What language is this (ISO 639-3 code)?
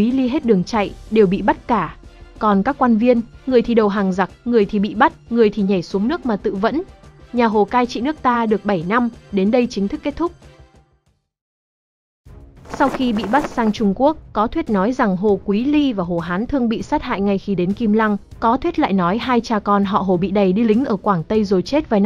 vie